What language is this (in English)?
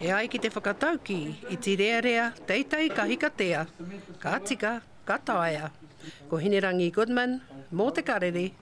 Māori